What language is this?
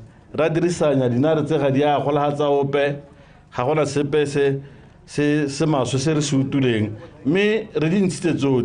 Tswana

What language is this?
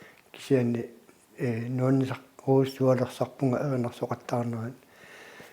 Kalaallisut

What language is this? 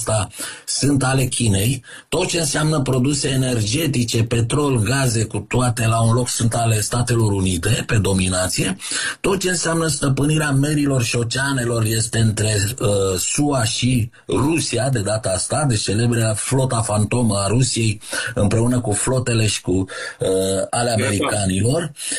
Romanian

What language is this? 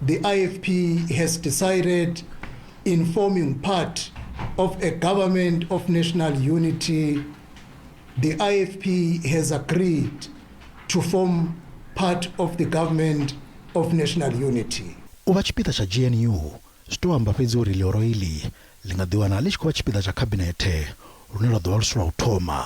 Venda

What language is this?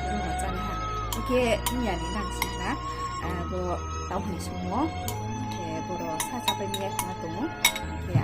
Riang (India)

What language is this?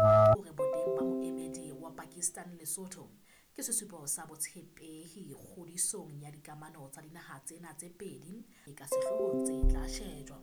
Southern Sotho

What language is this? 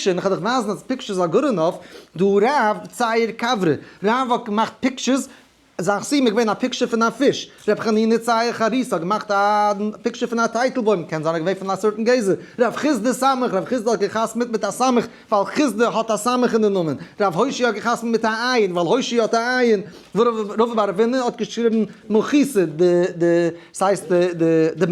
Yiddish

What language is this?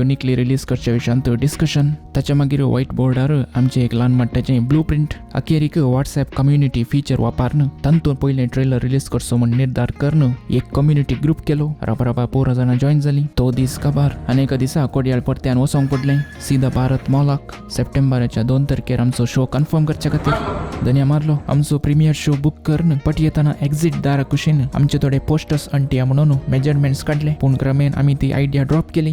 Konkani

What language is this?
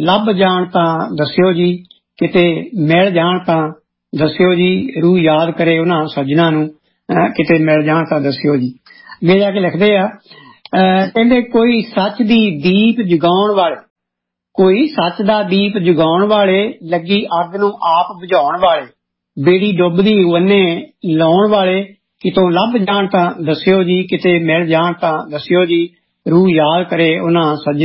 Punjabi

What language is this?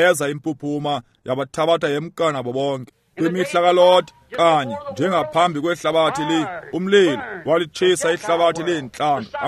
Xhosa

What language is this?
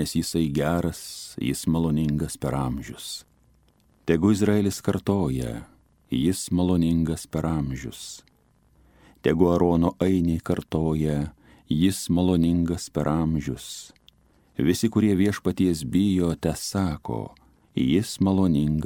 Lithuanian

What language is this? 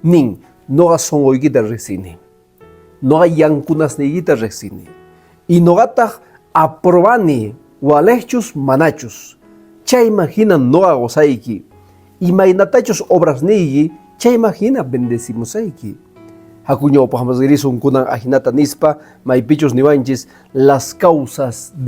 Quechua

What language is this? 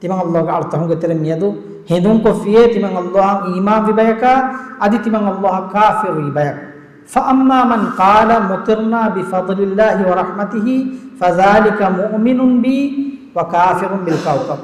Divehi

